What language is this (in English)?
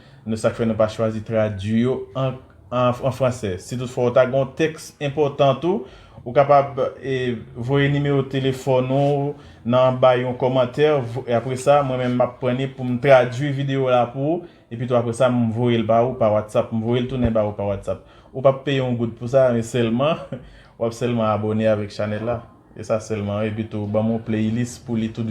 Haitian Creole